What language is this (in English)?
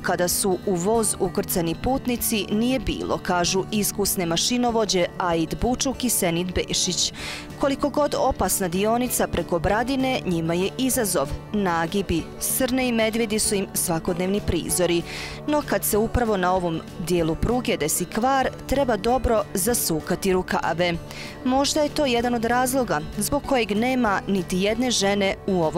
Bosnian